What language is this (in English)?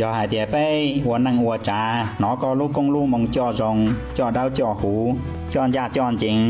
Hmong